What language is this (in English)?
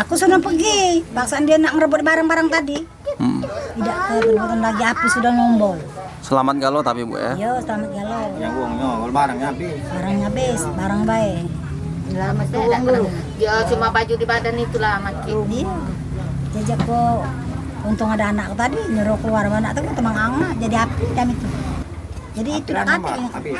Musi